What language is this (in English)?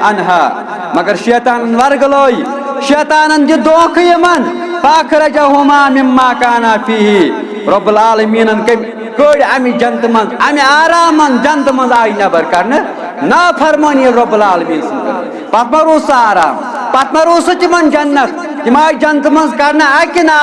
Kashmiri